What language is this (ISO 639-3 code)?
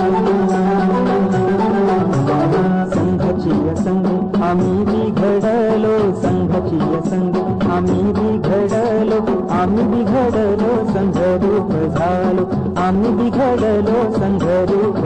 mar